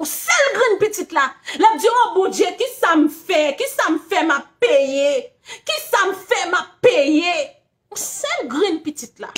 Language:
Haitian Creole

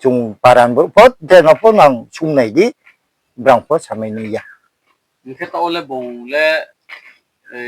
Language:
Riang (India)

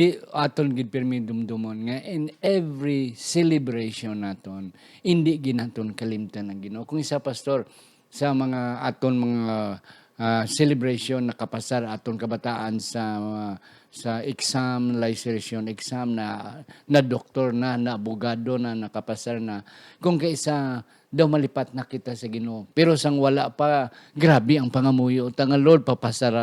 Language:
Hiligaynon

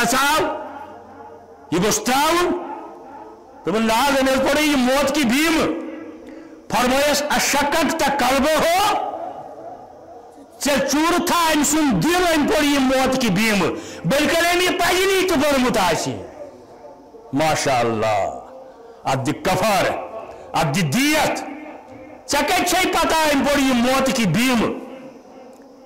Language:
Kashmiri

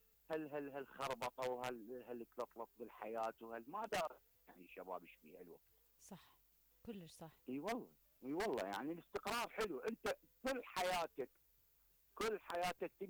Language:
Mesopotamian Arabic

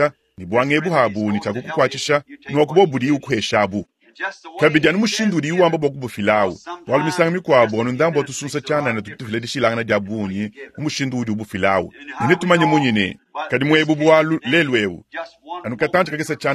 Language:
Luba-Lulua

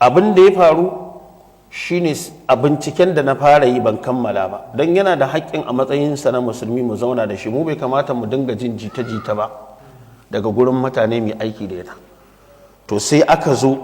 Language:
Hausa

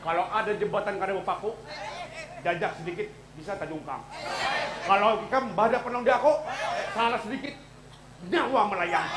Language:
Banjar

